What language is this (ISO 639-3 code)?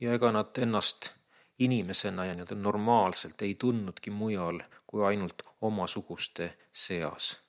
est